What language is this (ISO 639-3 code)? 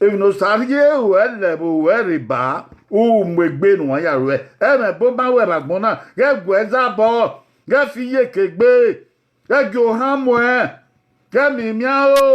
bin